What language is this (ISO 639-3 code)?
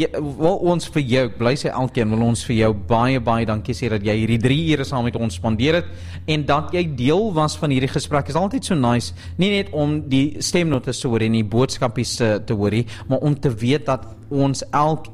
afr